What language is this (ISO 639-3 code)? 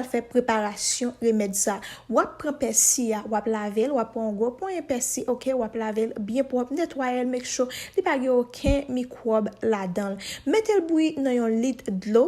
hat